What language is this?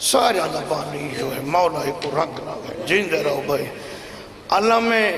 Saraiki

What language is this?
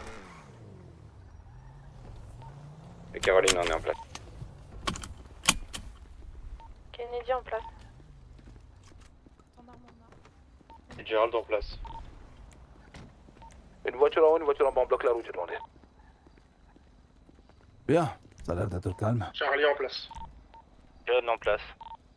French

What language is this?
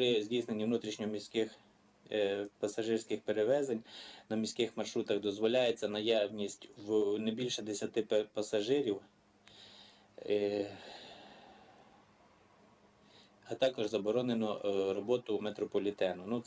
Ukrainian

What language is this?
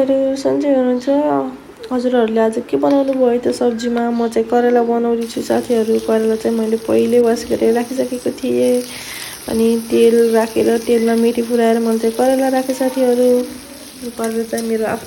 Nepali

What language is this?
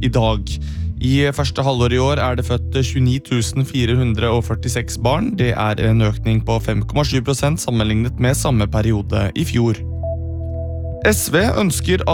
Norwegian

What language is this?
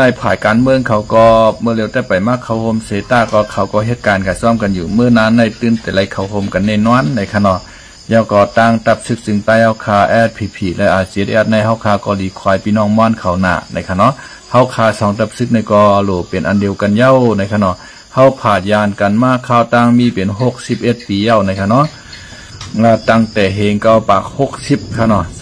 Shan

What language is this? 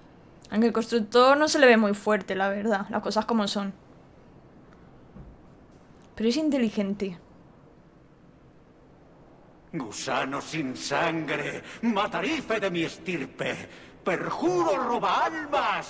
Spanish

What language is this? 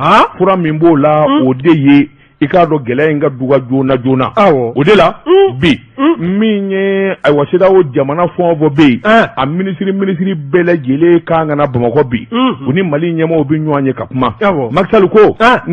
Bambara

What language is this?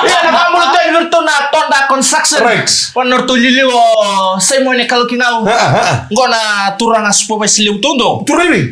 Fijian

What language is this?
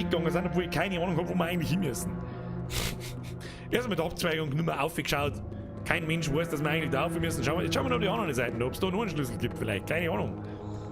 Bavarian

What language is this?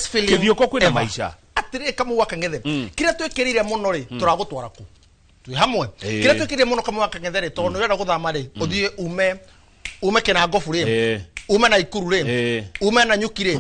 Kikuyu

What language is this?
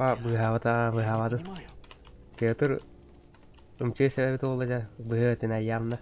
Yakut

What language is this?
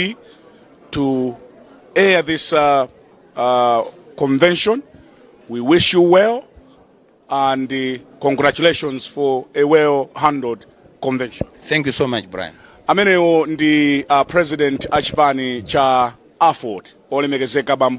Nyanja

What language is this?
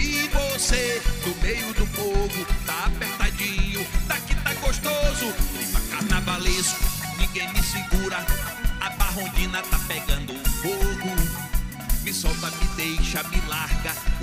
Portuguese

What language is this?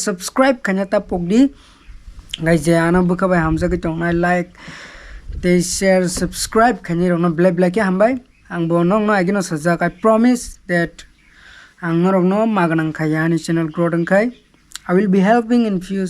Kok Borok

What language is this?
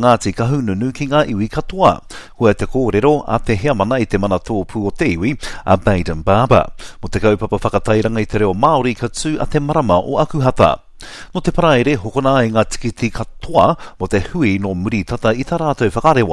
Māori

